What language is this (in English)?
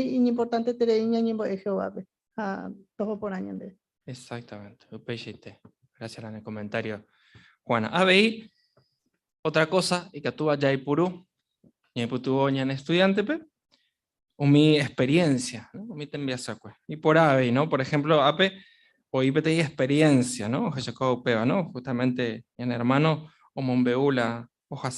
Guarani